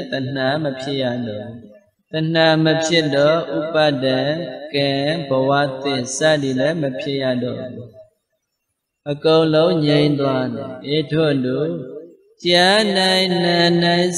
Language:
Burmese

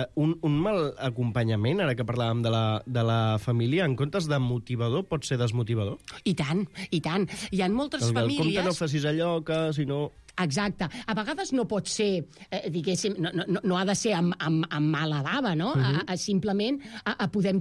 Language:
Catalan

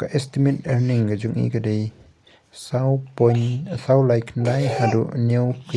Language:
Khasi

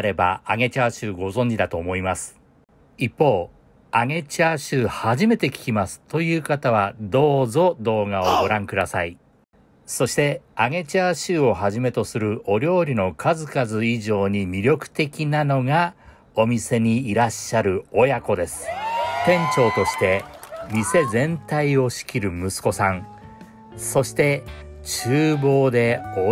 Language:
Japanese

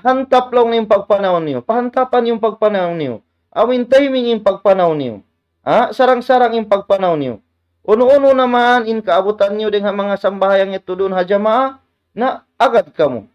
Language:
Tausug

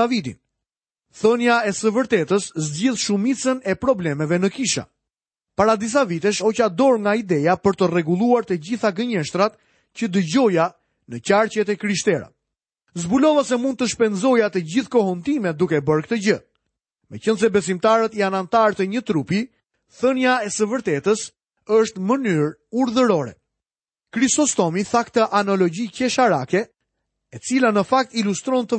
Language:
Albanian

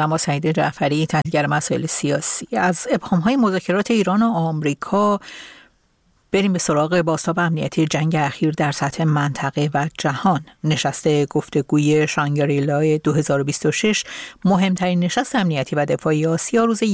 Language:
Persian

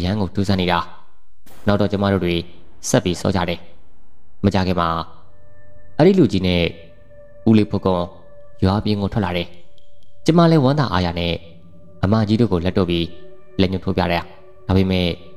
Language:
Burmese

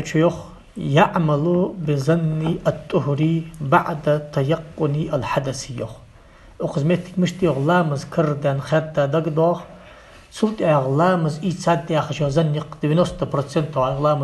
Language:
Ingush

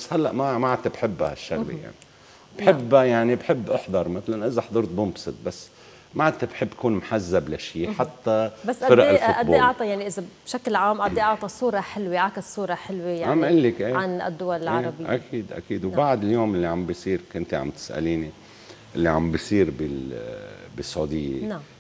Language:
North Levantine Arabic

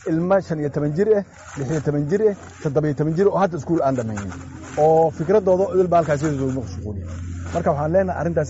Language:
Somali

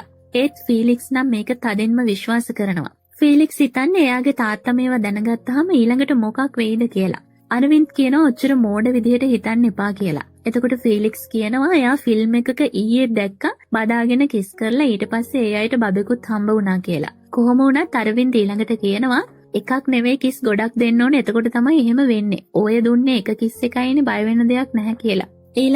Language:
Sinhala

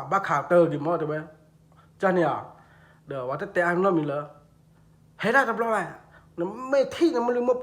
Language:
S'gaw Karen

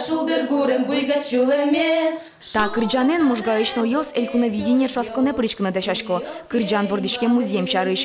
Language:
Udmurt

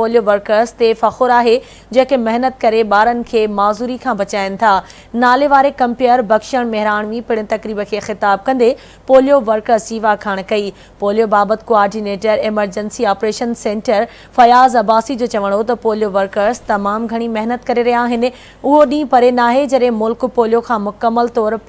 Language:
Sindhi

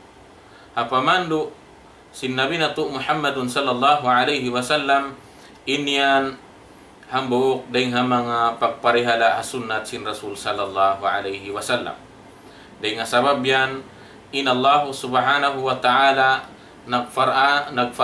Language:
Tausug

